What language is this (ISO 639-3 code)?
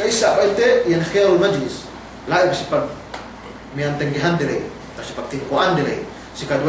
yka